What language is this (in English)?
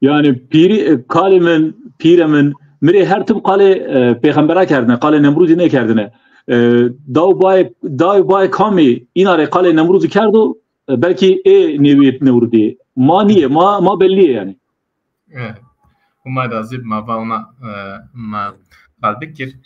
Zaza